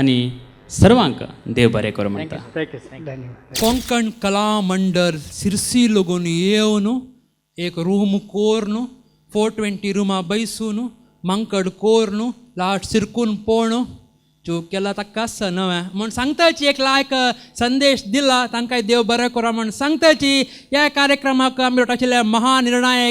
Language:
Konkani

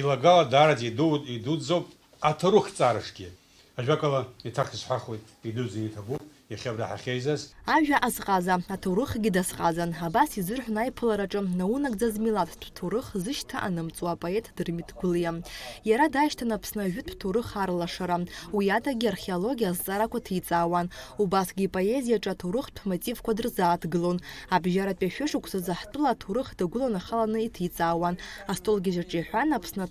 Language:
Abkhazian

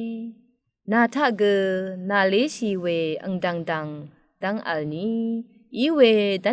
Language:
Rawang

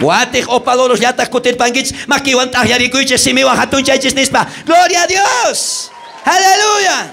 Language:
South Bolivian Quechua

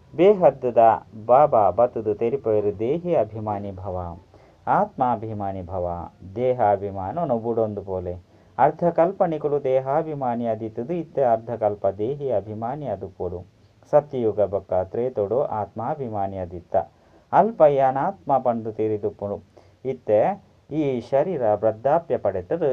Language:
Tulu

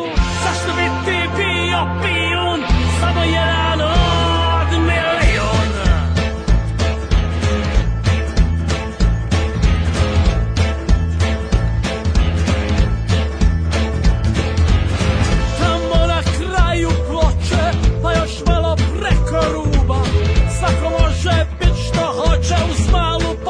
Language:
Serbian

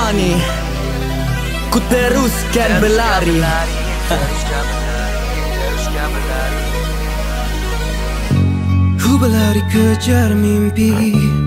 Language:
Malay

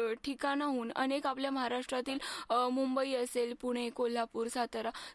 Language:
Marathi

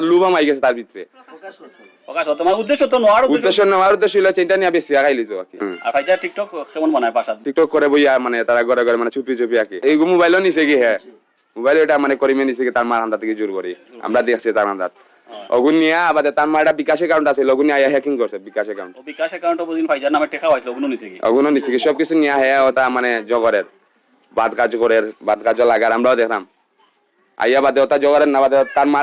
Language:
Sylheti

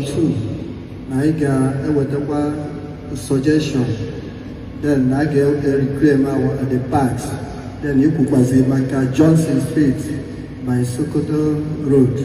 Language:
Igbo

